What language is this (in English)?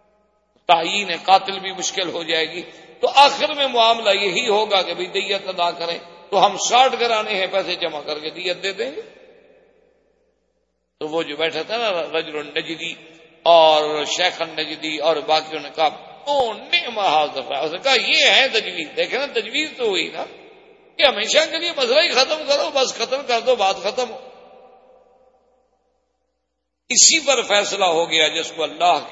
Urdu